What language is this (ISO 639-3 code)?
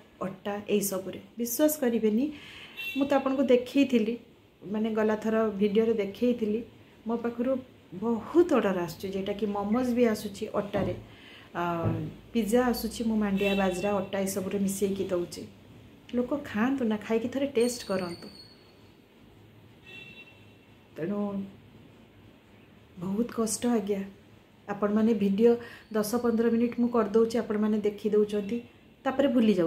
ori